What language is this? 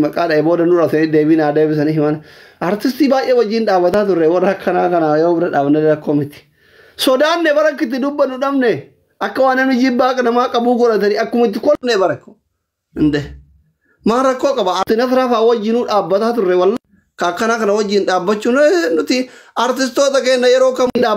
Oromo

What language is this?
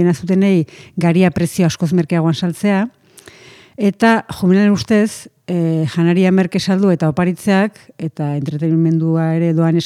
Basque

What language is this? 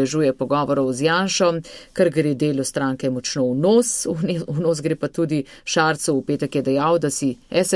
Slovenian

